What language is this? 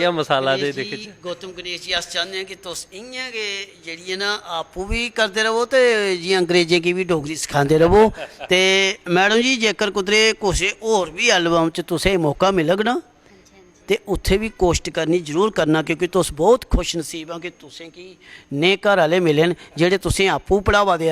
Dogri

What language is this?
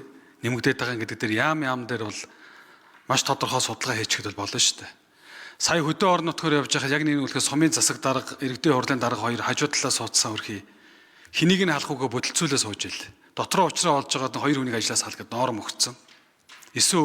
Mongolian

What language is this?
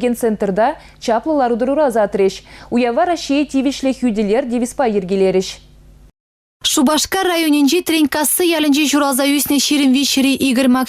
Chuvash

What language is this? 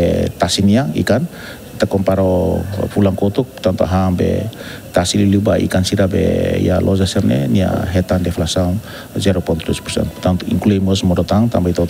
Tetum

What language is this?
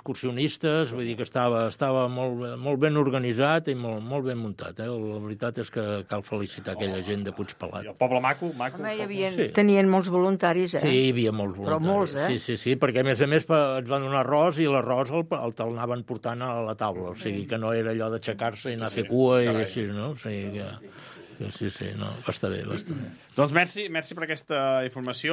Catalan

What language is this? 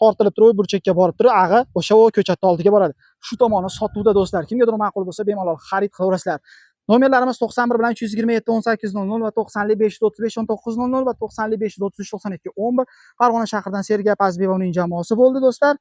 Uzbek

